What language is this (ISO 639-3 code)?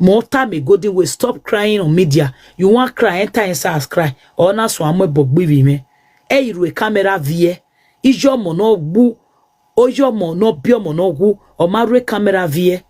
pcm